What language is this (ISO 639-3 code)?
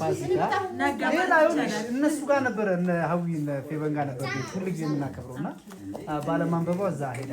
amh